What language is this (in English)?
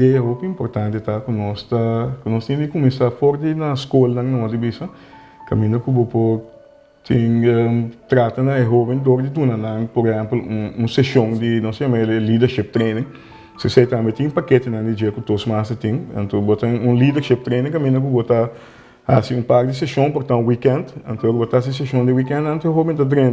Papiamento